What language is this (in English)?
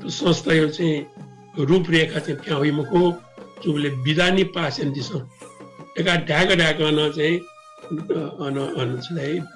Newari